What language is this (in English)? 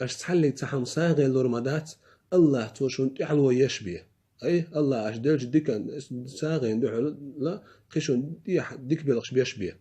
Chechen